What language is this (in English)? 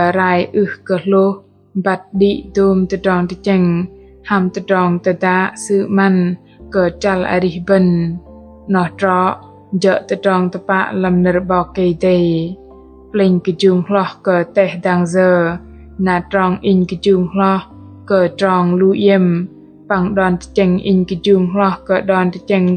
Bahnar